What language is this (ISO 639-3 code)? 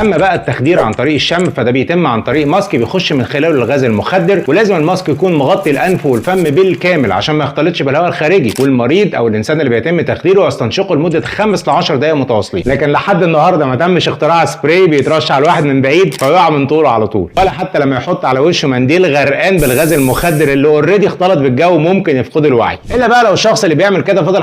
arz